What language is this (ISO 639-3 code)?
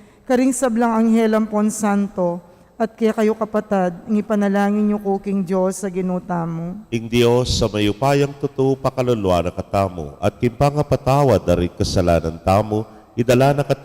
pam